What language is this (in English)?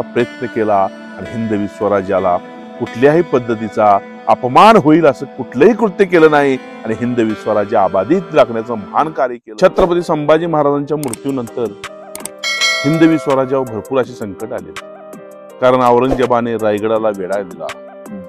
Marathi